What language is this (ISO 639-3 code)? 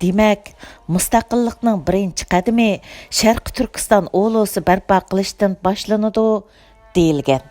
uig